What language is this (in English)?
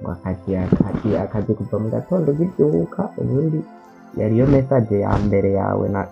Rundi